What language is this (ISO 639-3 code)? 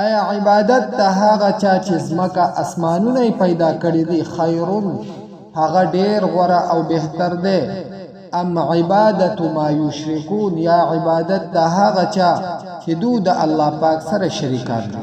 pus